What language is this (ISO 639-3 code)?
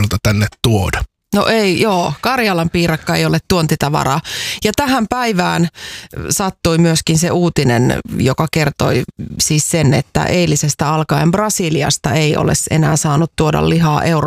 fin